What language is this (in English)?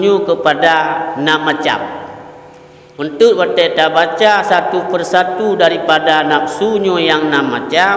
Achinese